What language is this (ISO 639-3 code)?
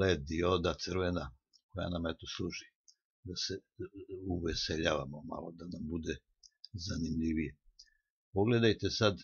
srp